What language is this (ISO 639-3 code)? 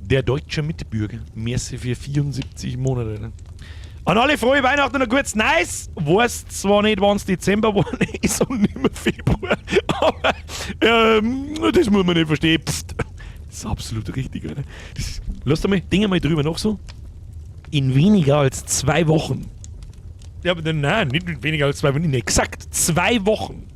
bar